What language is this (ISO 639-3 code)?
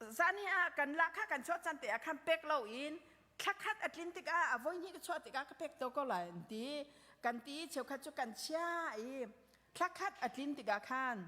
cnh